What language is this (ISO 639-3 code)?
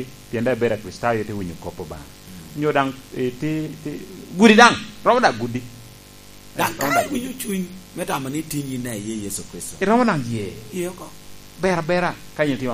laj